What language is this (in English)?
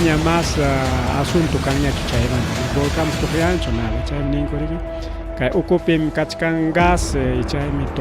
Ayacucho Quechua